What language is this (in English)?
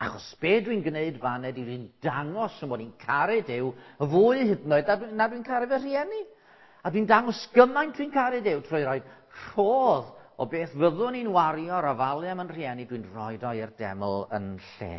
Welsh